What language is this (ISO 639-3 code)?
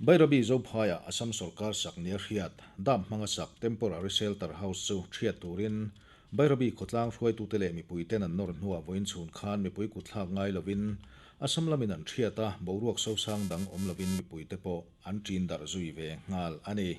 lus